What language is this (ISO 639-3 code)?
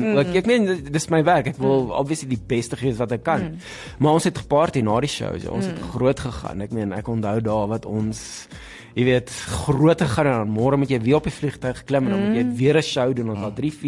afr